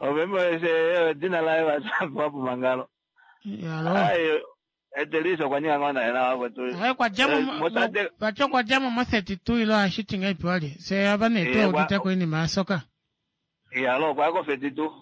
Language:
Kuanyama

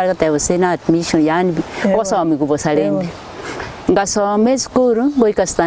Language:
Gusii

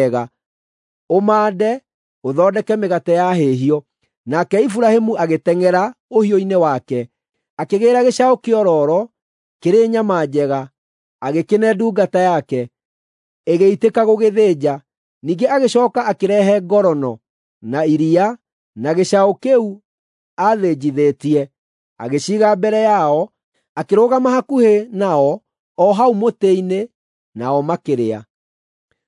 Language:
Kikuyu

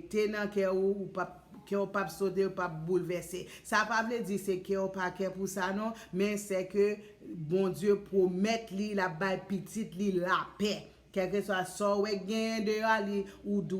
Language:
Haitian Creole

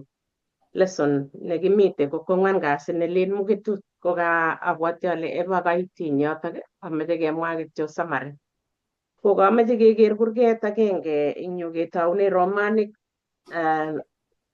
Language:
Kalenjin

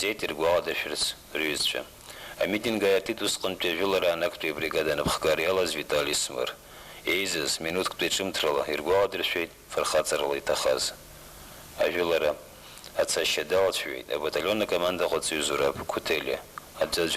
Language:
Abkhazian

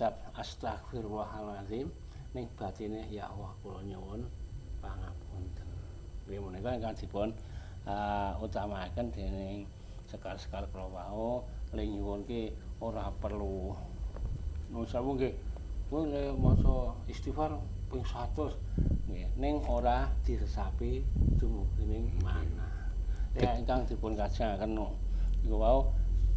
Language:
Javanese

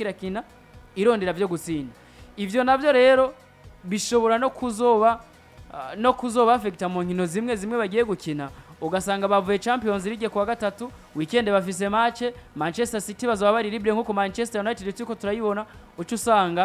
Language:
Rundi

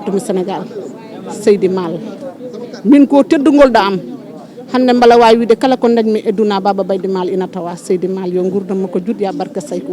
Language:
Fula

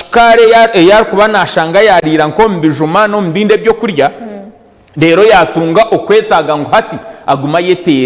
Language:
Nyankole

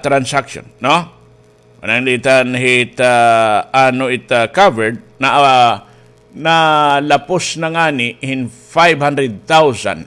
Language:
Waray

